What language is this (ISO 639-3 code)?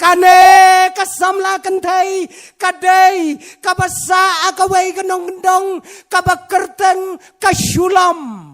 kha